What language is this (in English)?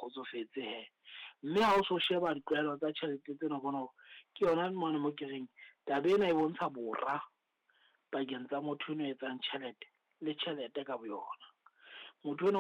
Southern Sotho